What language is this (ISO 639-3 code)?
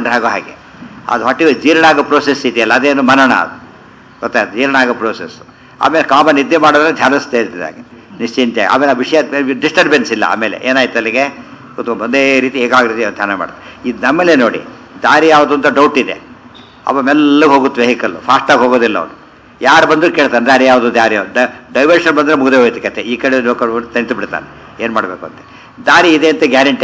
kan